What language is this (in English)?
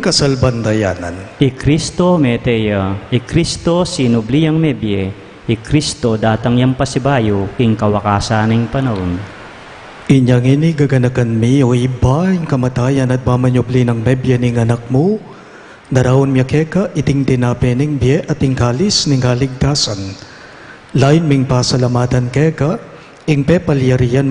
Pampanga